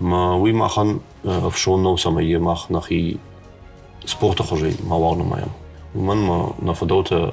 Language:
Ossetic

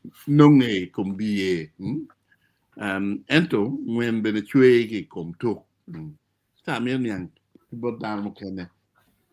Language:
Acoli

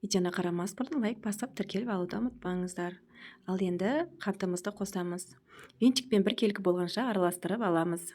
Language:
Kazakh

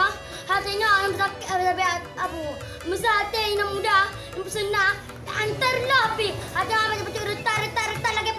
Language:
Achinese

